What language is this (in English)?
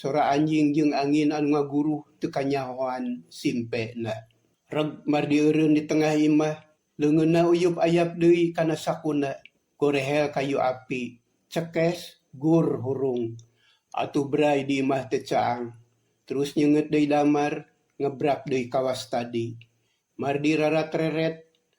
Sundanese